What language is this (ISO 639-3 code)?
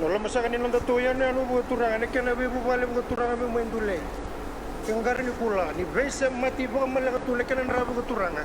fij